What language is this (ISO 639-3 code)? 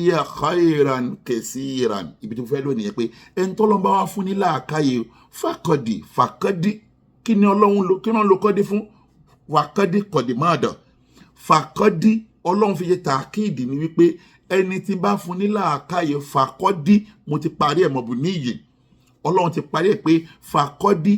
yor